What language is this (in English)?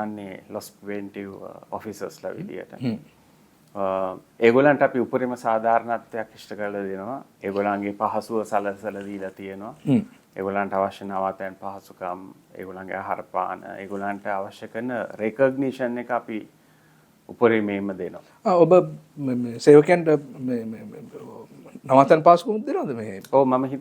Sinhala